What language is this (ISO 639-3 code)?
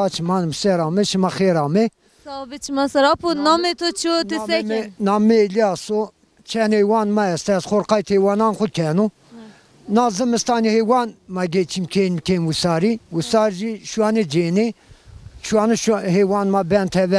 zza